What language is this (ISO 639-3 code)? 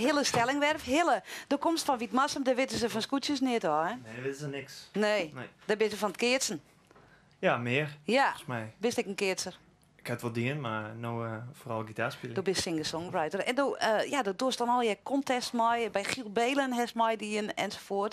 fry